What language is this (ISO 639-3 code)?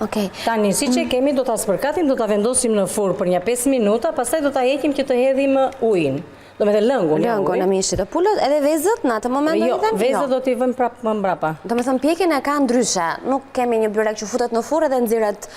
sqi